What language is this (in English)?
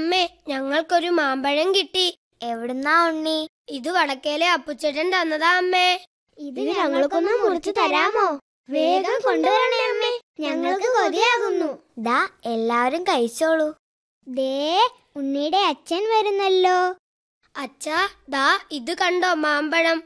Malayalam